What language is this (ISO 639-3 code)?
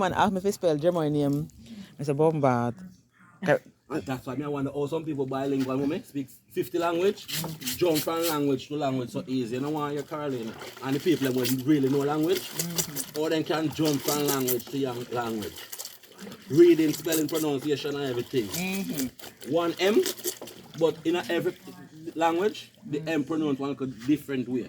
jam